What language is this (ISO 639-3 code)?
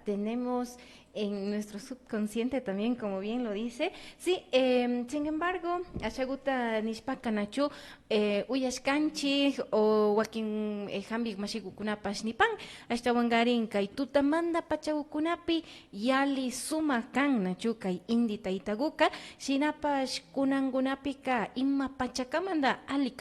qvi